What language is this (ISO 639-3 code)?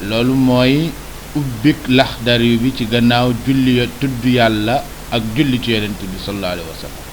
wol